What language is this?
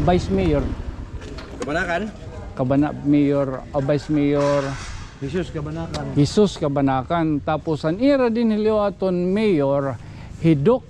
Waray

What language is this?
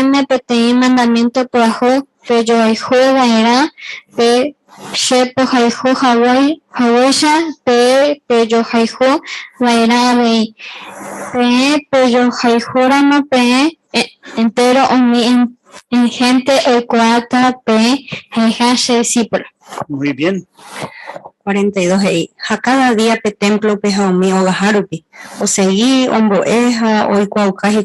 Guarani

